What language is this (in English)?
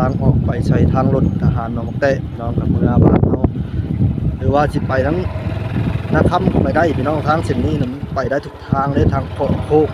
Northeastern Thai